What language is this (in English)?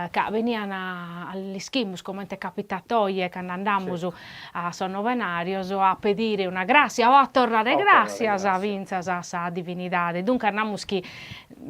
Sardinian